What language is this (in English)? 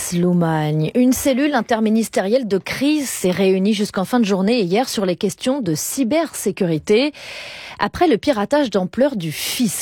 French